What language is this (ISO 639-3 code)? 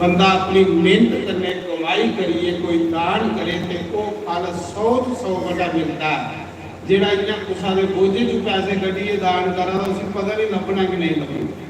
doi